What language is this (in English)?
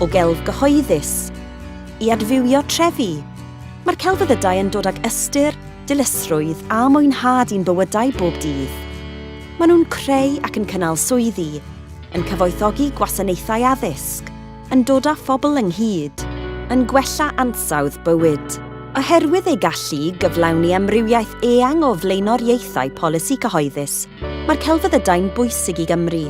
Welsh